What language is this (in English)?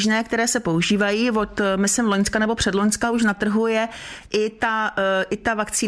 Czech